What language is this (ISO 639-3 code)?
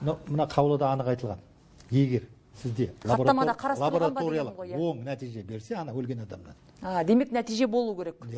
kaz